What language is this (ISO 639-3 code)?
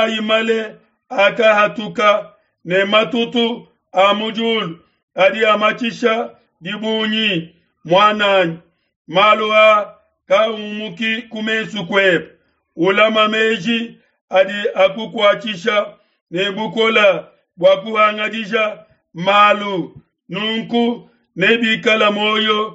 lua